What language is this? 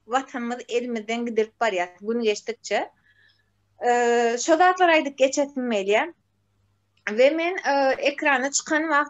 Turkmen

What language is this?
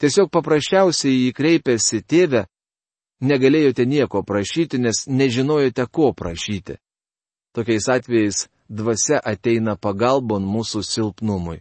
Lithuanian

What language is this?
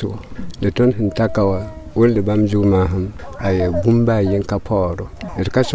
Mossi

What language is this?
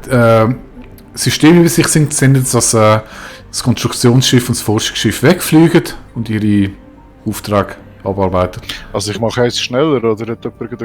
Swiss German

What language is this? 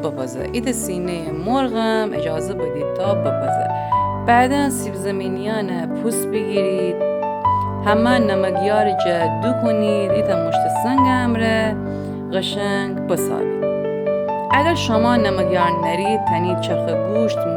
Gilaki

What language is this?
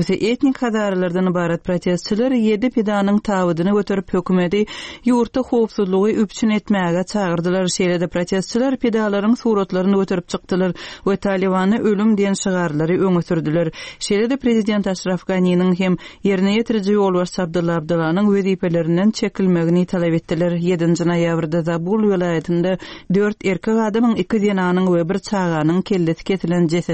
Turkmen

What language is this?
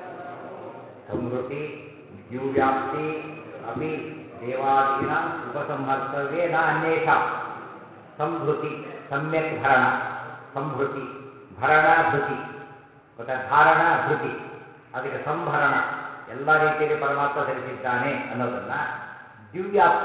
Kannada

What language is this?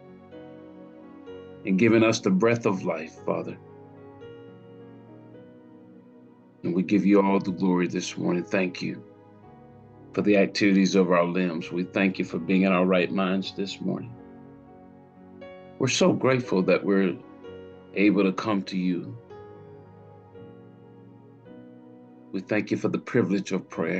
English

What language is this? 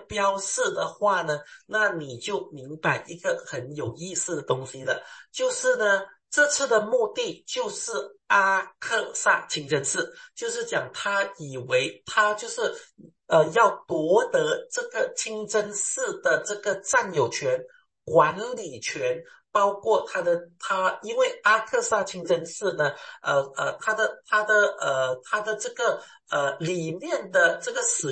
Chinese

